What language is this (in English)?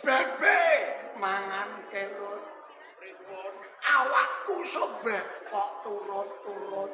Javanese